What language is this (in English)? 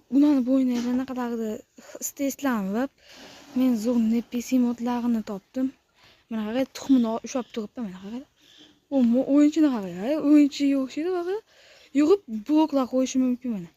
Uzbek